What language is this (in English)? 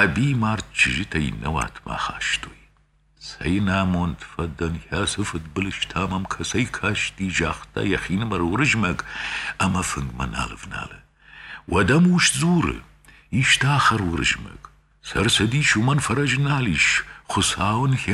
Ossetic